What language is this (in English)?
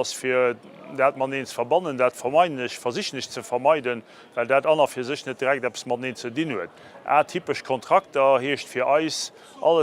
Luxembourgish